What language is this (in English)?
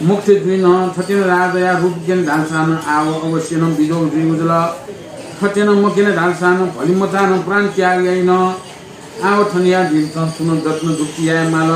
Newari